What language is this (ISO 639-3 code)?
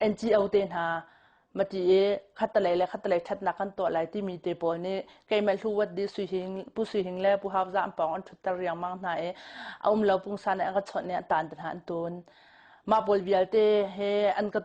cnh